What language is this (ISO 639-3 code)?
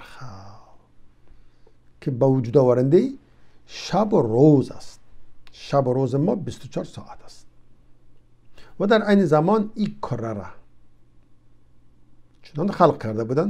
fas